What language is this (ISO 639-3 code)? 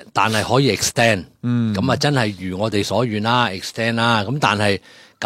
yue